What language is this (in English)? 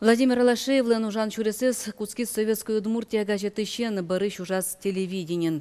Udmurt